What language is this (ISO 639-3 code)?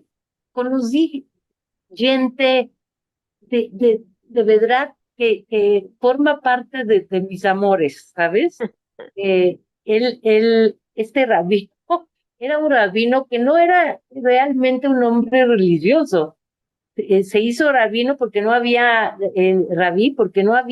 lad